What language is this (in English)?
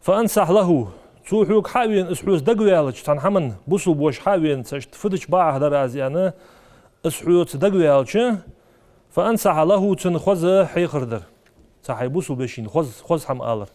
Ingush